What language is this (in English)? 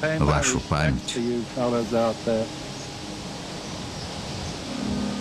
Russian